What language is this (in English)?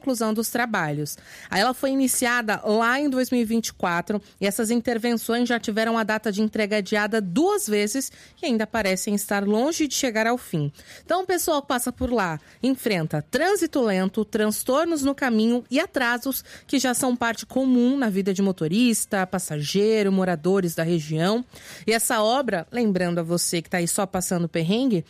Portuguese